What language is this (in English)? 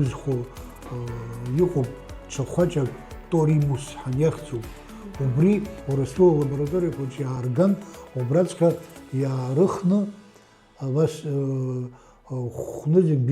Abkhazian